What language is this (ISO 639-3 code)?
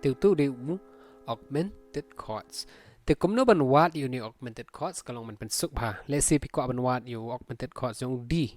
kha